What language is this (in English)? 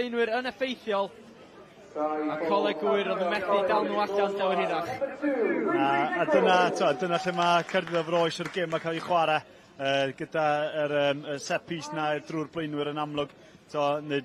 Welsh